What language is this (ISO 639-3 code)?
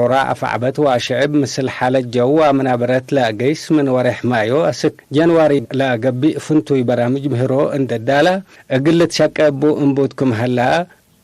tig